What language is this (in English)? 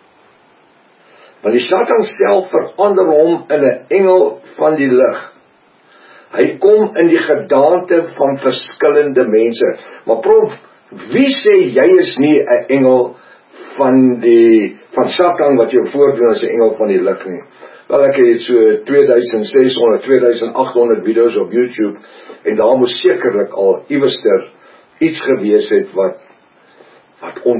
Afrikaans